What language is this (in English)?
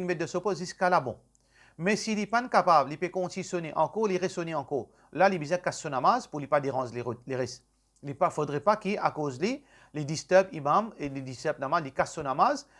Morisyen